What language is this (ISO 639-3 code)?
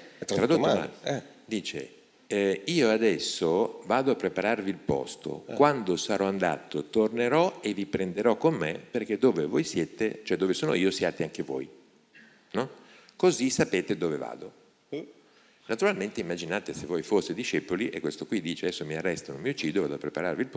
ita